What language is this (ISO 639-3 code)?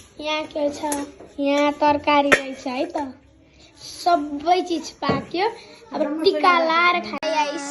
nep